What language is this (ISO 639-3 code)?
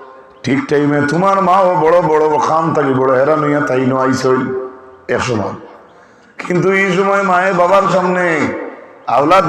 syl